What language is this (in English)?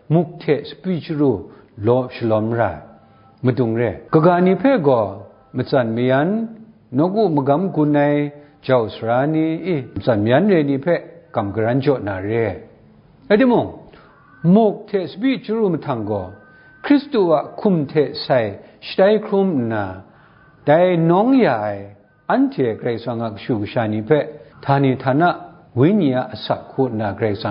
Kachin